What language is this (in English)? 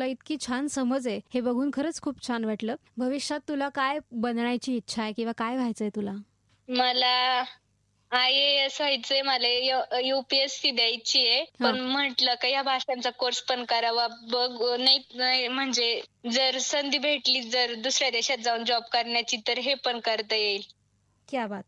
Marathi